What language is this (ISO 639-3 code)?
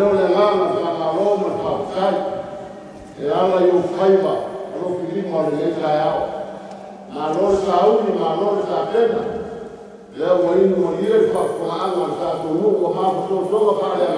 smo